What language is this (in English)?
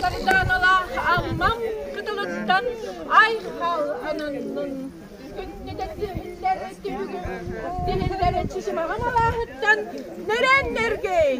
Yakut